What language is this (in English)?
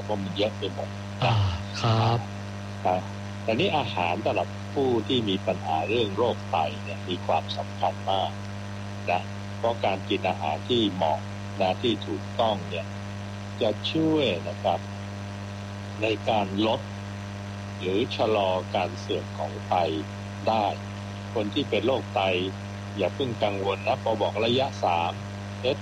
Thai